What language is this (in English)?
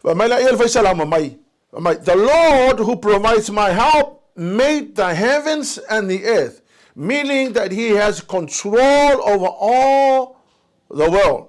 Samoan